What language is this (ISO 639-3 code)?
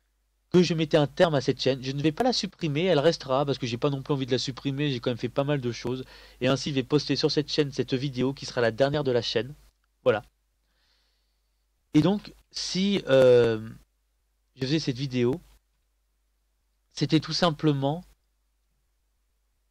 fra